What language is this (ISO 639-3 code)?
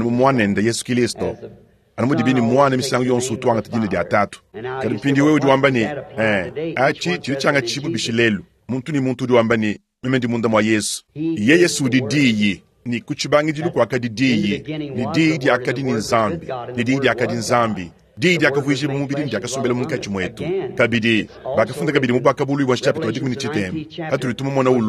lua